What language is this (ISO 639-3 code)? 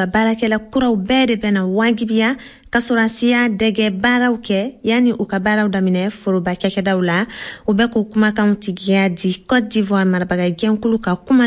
bam